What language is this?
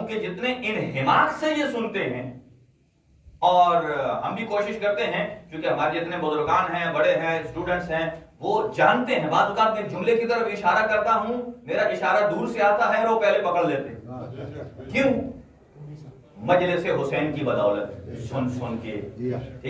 Urdu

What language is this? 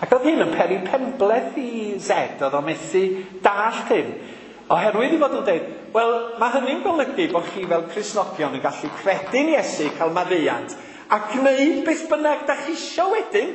Welsh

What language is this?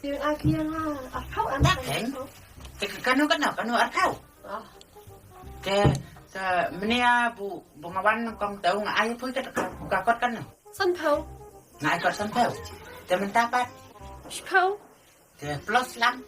Khasi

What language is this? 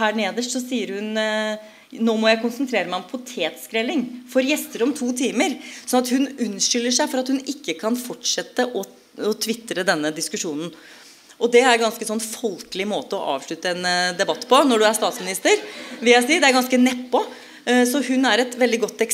Norwegian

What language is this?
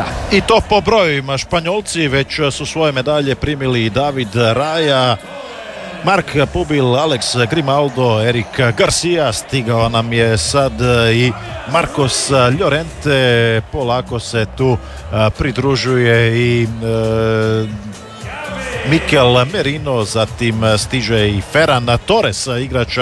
Croatian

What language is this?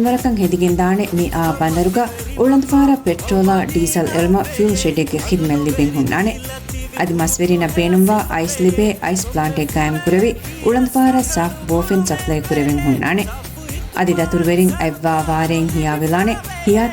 Divehi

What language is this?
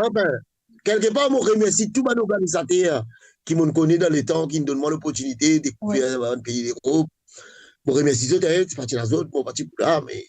Morisyen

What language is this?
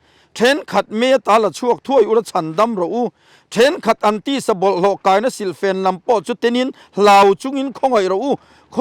Mizo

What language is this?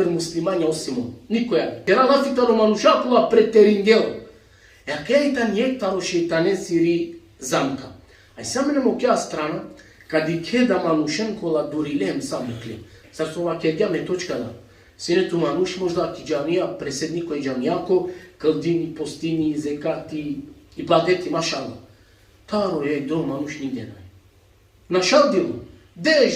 Balkan Romani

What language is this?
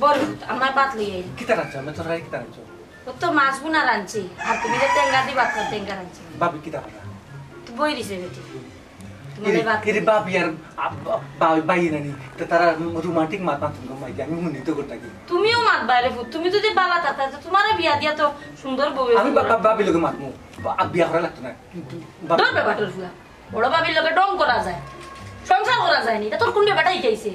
Sylheti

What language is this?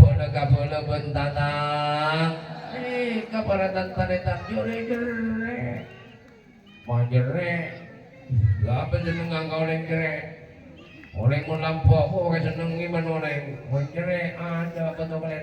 Madurese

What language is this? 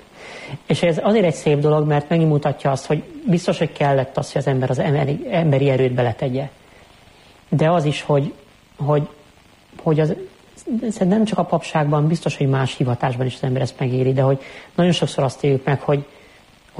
Hungarian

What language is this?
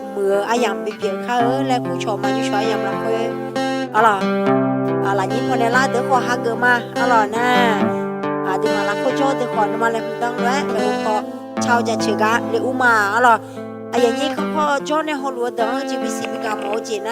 Akha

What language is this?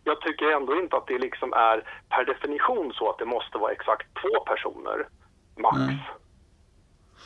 Swedish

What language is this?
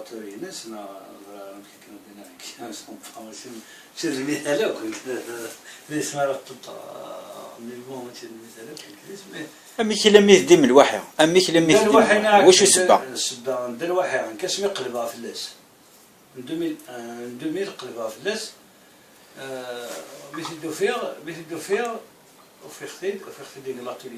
Kabyle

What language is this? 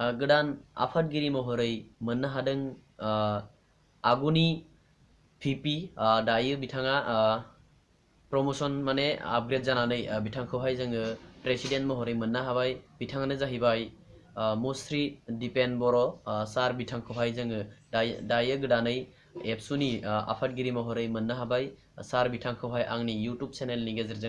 Bodo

